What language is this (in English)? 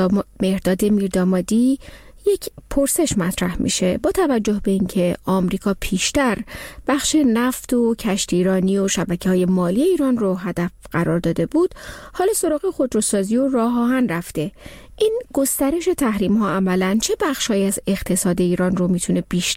Persian